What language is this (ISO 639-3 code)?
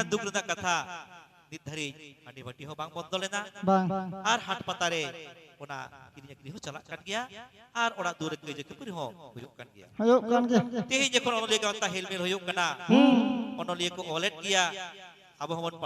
sat